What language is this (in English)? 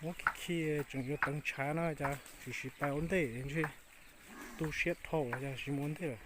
Hmong